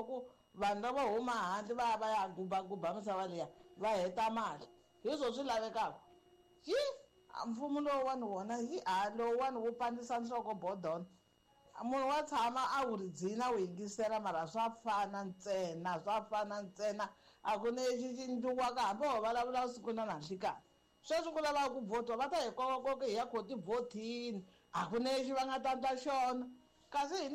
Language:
Tsonga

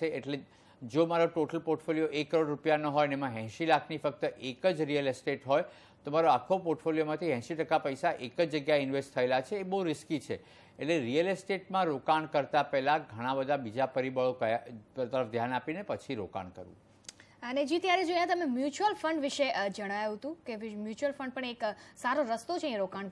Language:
Gujarati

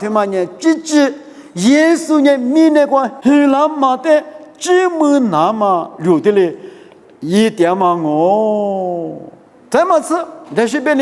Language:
Lisu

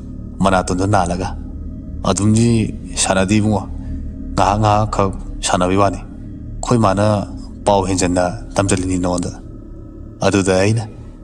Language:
Manipuri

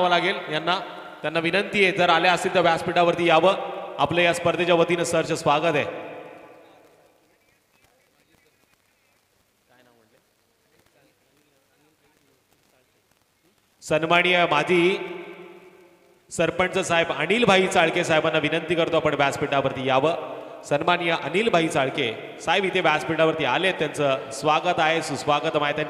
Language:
Marathi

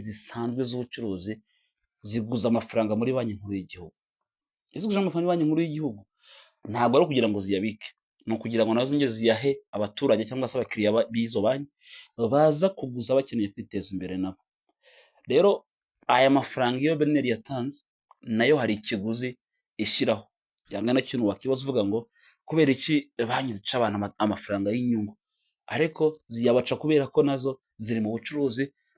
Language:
Kinyarwanda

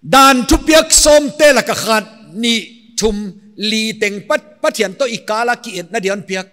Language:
Paite Chin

